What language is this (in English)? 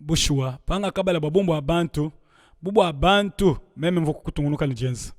Luba-Lulua